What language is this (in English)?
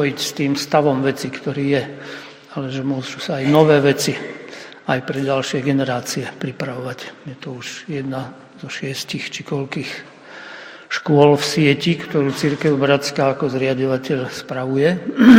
Slovak